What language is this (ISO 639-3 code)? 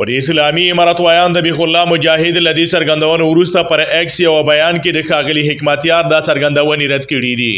pus